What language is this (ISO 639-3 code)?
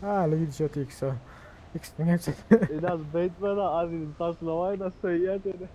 tuk